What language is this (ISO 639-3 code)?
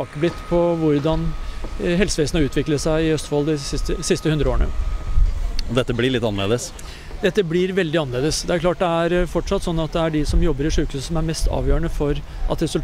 nor